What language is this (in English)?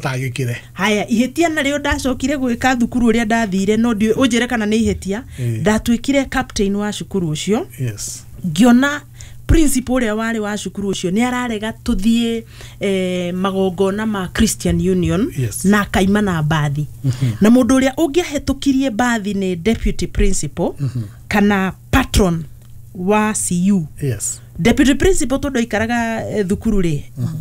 Kikuyu